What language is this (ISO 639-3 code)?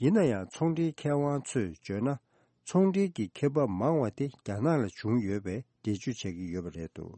bod